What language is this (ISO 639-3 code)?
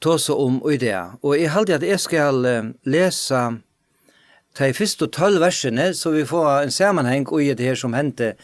fao